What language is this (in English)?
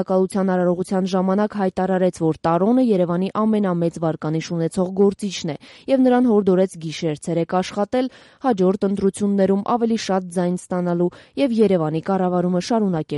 Armenian